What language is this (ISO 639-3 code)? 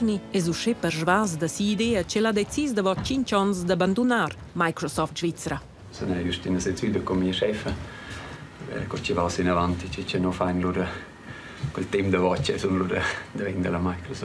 roh